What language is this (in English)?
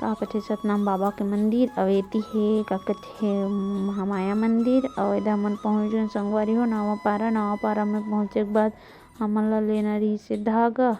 Chhattisgarhi